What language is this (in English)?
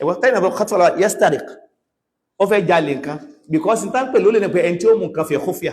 Yoruba